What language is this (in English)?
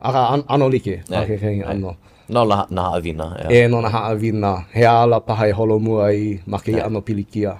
Hawaiian